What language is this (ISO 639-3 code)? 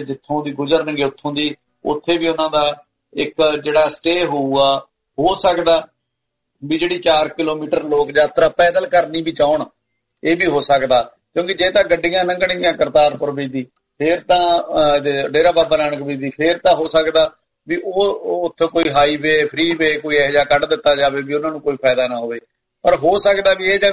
pan